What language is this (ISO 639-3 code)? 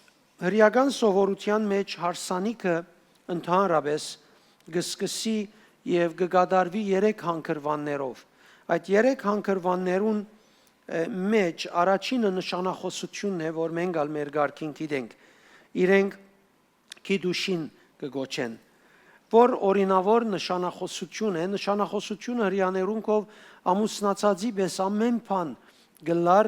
hyw